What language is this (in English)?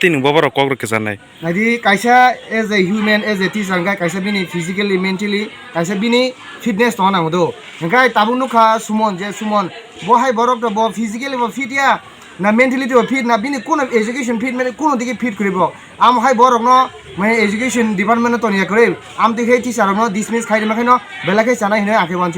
Kok Borok